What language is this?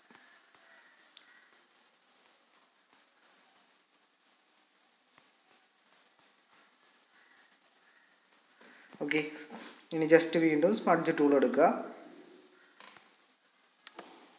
Malayalam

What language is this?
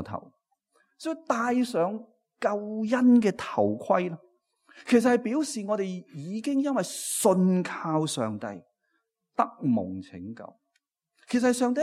Cantonese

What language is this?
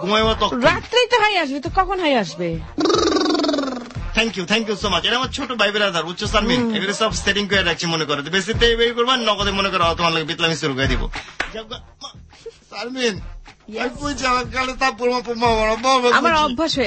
Bangla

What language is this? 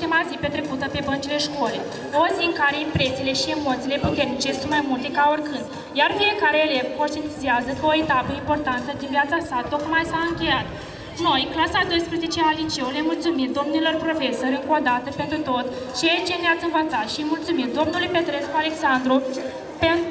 Romanian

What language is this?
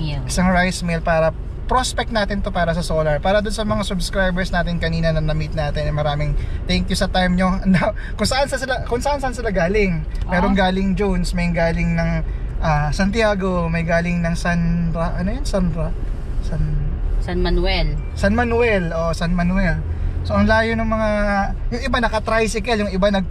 Filipino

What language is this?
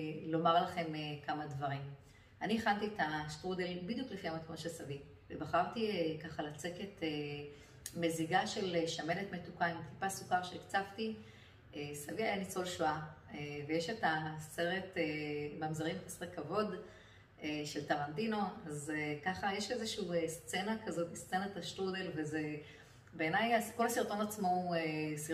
Hebrew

